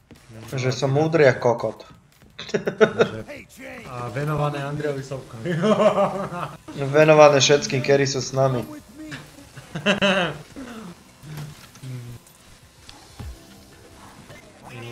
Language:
Slovak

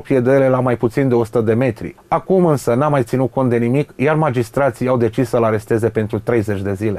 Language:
Romanian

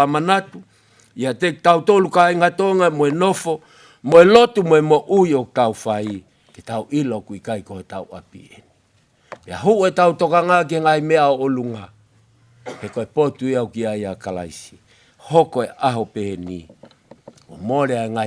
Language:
Tongan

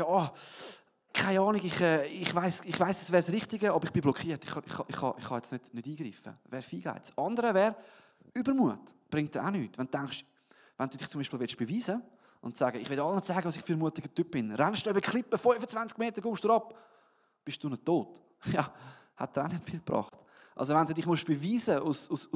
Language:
Swiss German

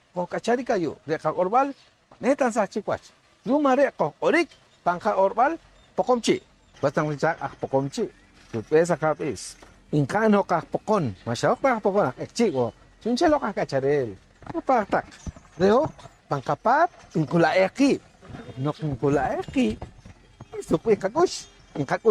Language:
Poqomchi'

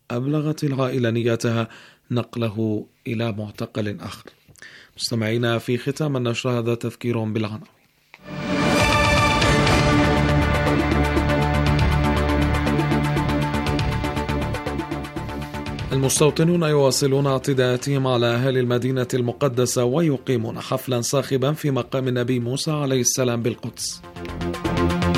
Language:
Arabic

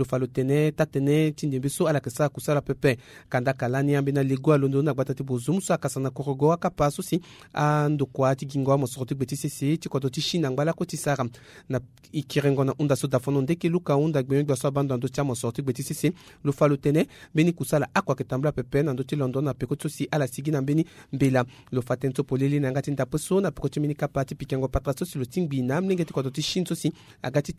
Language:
Sango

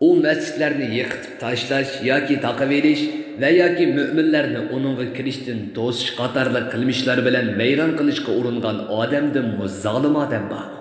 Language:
Uyghur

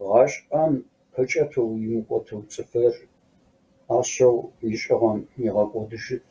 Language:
Kabardian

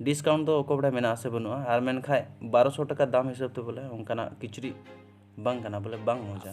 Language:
Santali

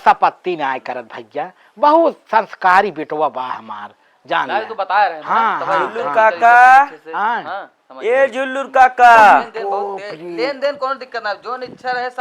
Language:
Awadhi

